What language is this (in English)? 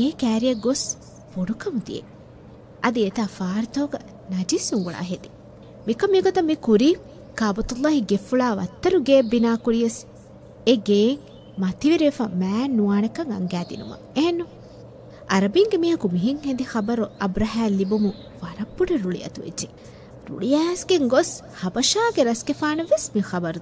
Divehi